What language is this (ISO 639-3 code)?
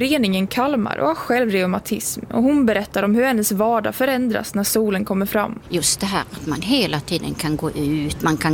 swe